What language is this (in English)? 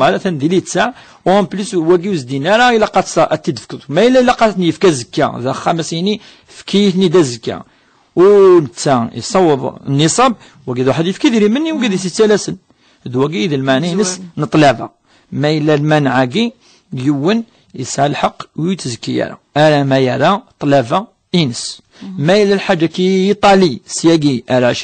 Kabyle